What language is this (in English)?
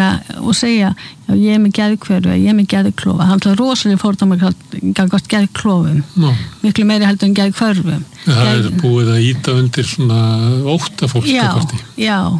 Icelandic